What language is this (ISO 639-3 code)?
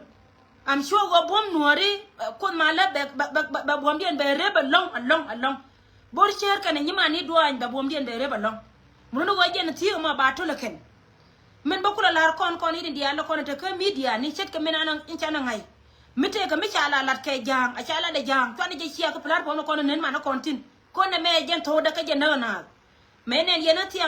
nus